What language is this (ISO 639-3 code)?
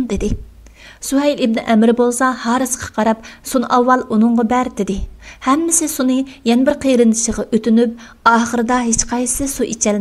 uig